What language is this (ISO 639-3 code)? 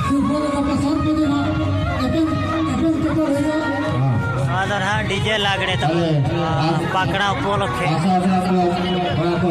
sat